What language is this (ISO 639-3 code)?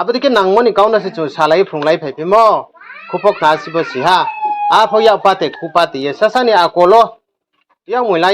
ria